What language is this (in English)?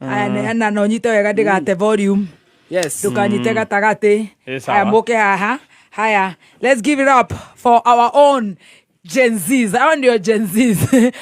Kikuyu